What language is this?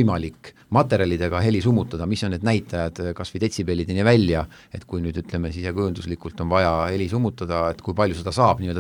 Estonian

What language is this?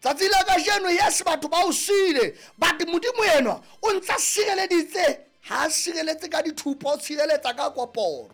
Southern Sotho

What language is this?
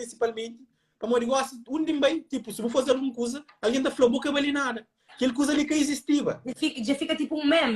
Kabuverdianu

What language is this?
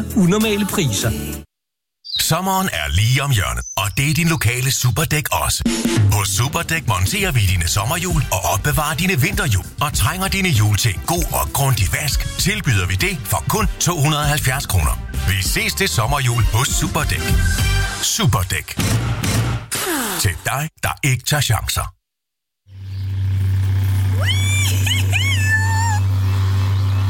Danish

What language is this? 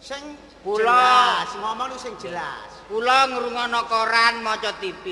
Javanese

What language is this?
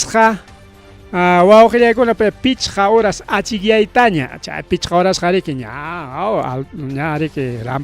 Ayacucho Quechua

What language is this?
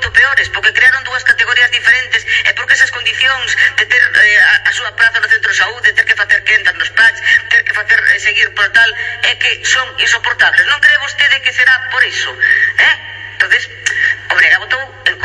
Galician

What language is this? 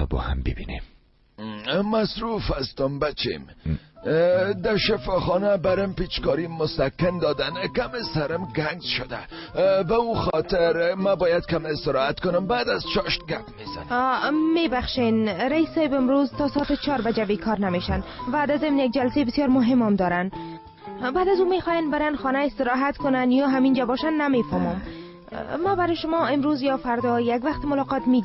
Tajik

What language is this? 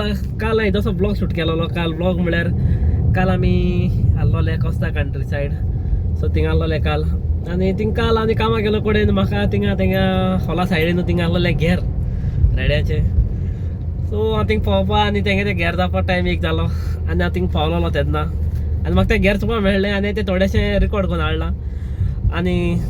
Konkani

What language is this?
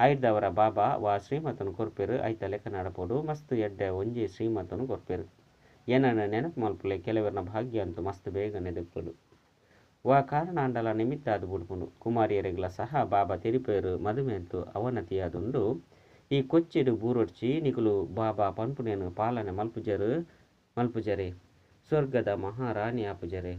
Tulu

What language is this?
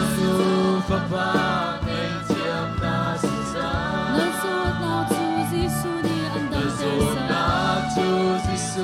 Hakha Chin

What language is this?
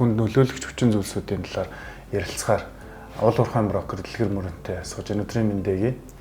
Mongolian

